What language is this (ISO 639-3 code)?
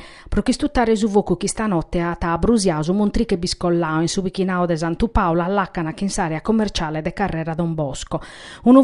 srd